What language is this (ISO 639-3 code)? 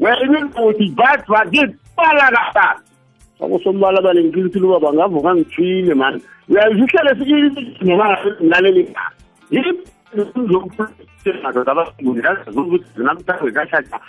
nbl